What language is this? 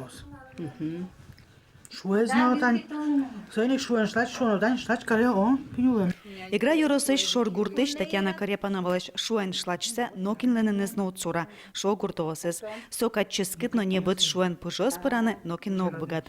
Udmurt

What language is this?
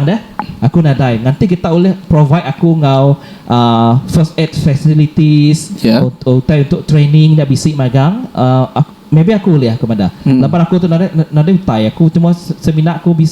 Iban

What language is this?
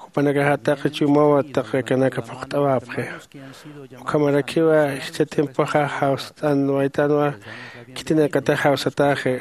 Aymara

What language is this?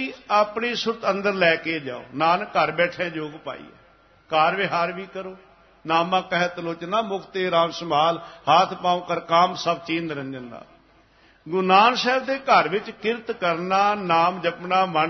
Punjabi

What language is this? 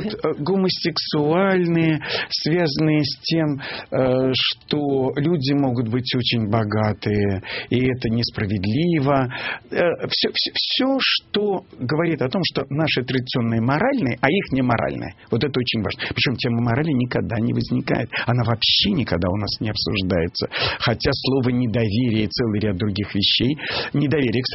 Russian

